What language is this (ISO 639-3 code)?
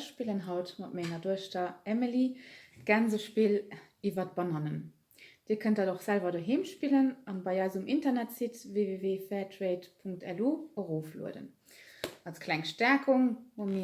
ltz